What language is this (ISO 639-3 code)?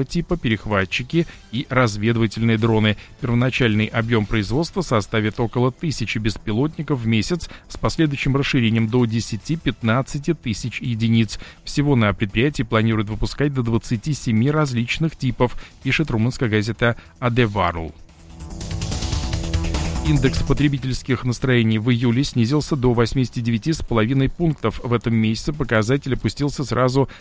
rus